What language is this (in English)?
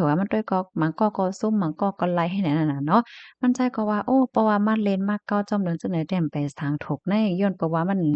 Shan